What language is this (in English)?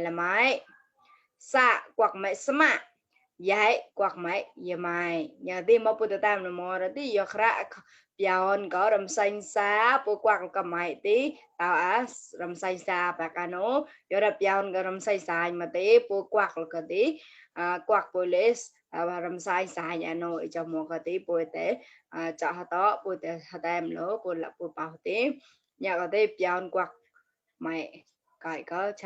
Mon